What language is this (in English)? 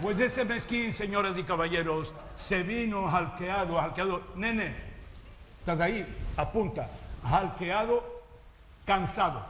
Ladino